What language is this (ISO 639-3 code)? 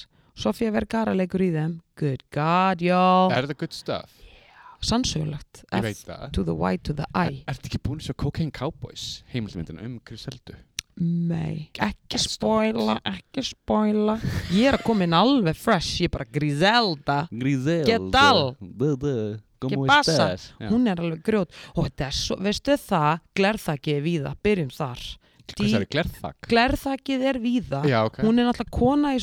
isl